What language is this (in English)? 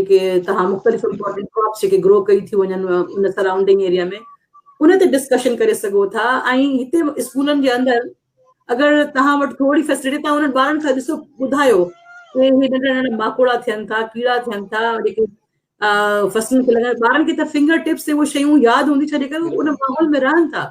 Sindhi